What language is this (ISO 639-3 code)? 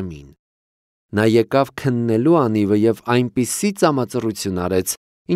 hye